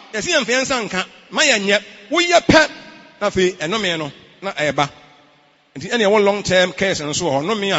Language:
Akan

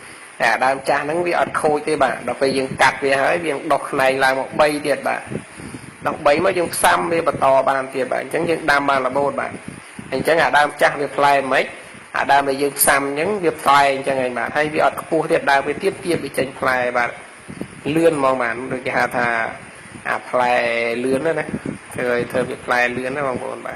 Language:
Khmer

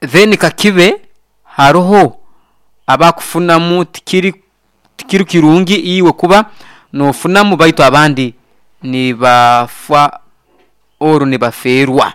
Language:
Nyoro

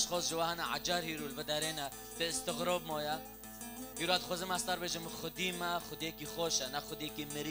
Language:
Kurdish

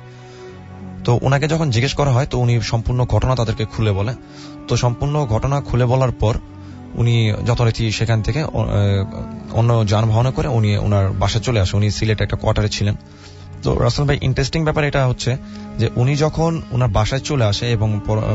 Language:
Bangla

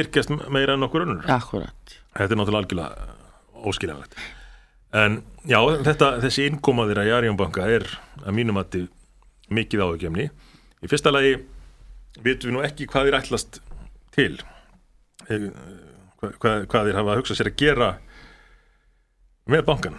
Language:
Icelandic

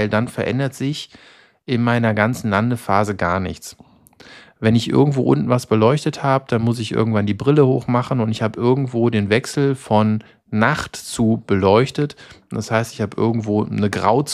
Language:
German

